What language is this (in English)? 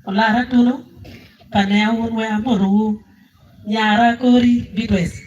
Acoli